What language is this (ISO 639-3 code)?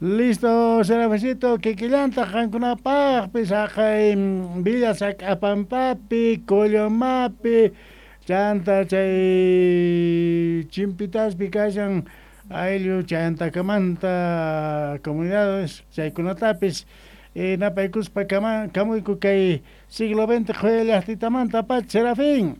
que